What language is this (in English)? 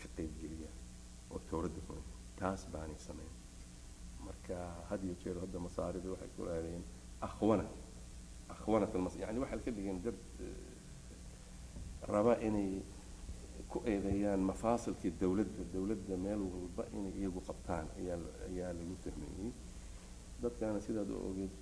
Somali